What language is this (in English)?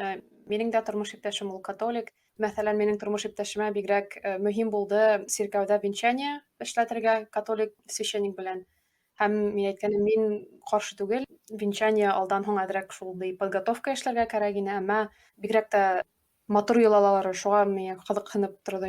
Bashkir